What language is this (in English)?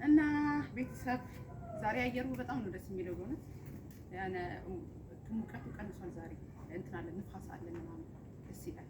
Amharic